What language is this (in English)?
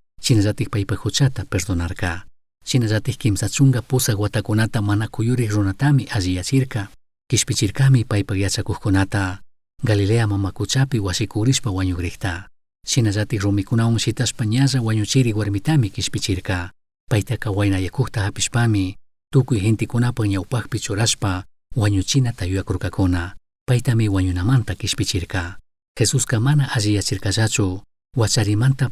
Chimborazo Highland Quichua